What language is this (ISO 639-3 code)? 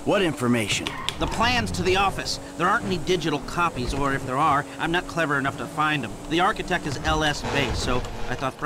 eng